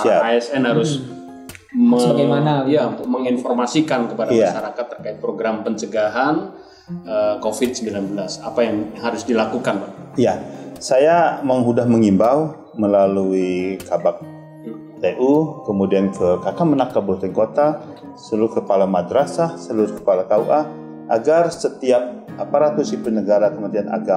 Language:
Indonesian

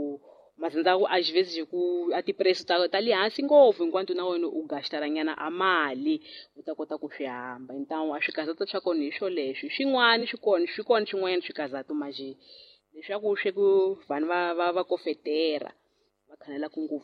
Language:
Tsonga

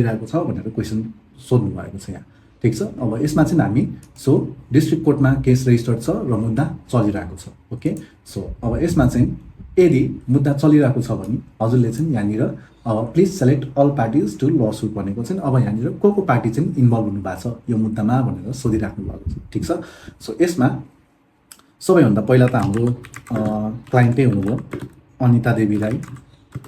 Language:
Nepali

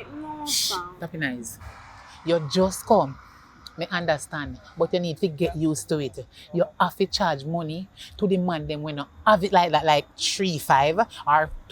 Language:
Jamaican Creole English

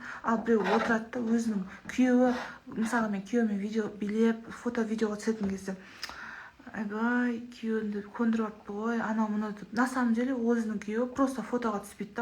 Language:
Kazakh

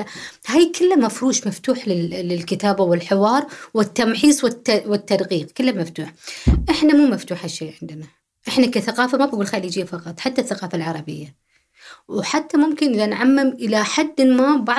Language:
Gulf Arabic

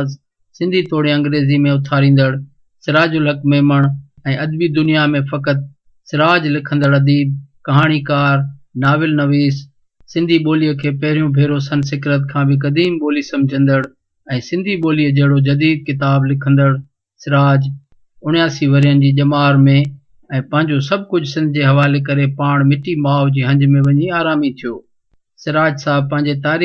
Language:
Sindhi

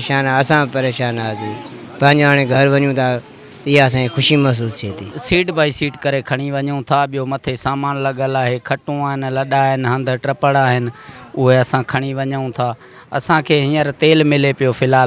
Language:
Sindhi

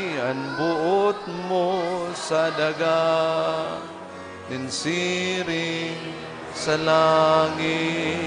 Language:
Bikol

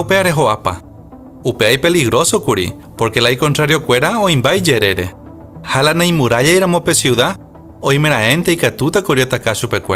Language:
Guarani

